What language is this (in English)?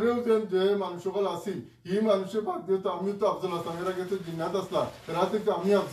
Sylheti